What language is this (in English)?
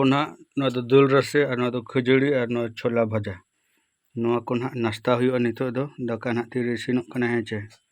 Santali